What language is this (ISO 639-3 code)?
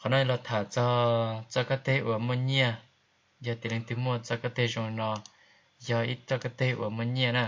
hmn